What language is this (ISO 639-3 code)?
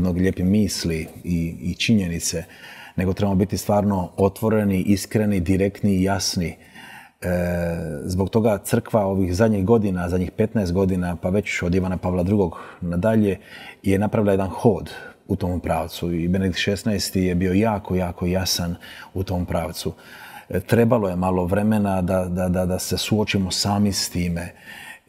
hrv